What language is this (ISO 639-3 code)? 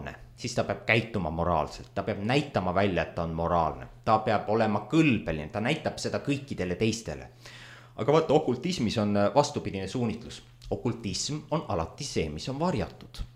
est